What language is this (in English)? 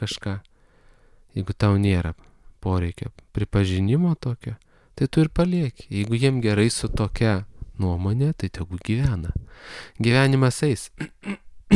Lithuanian